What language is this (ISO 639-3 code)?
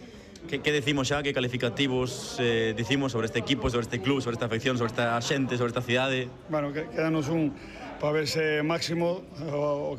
glg